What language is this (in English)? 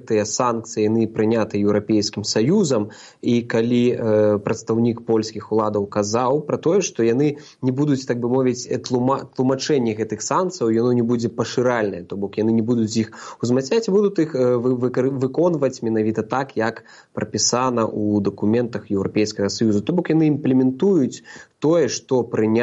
Belarusian